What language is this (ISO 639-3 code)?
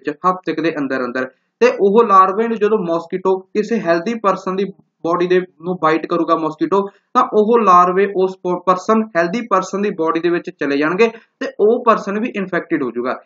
pan